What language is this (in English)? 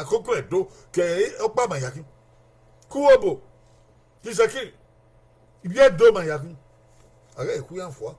Bini